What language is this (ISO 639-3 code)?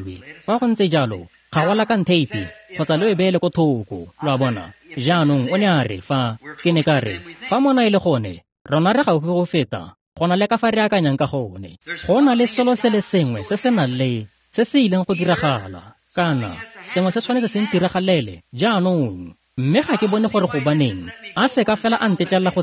tsn